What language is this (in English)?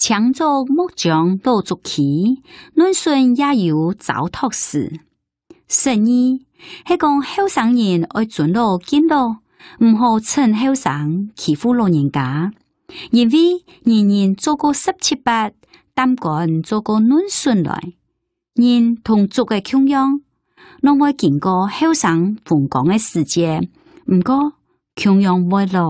Hakka Chinese